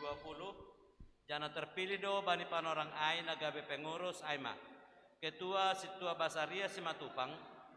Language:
Batak Simalungun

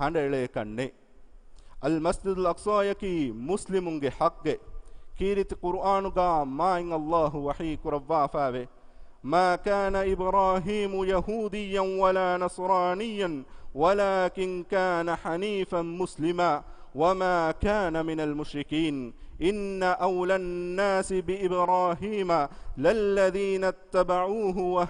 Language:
Divehi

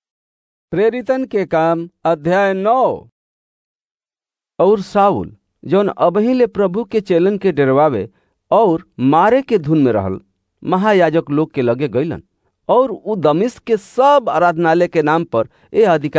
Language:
Bhojpuri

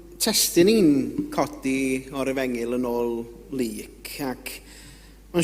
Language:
Welsh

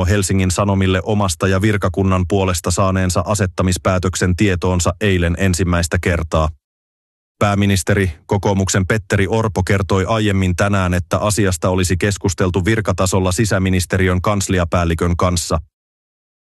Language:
Finnish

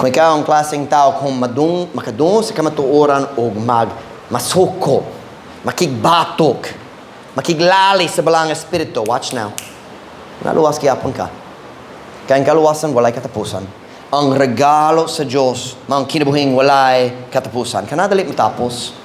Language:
Cebuano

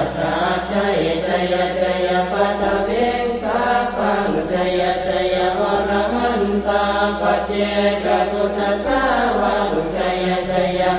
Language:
Pali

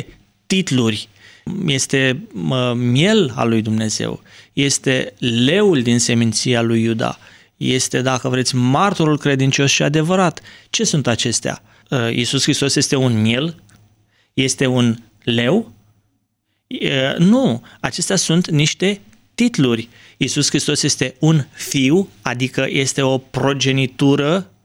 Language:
Romanian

